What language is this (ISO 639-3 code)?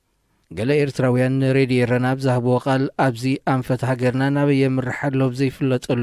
tir